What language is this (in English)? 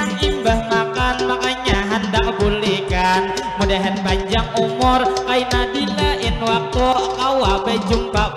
Banjar